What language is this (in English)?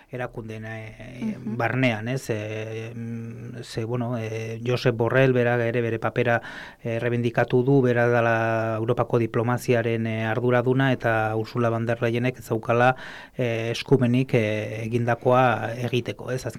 Basque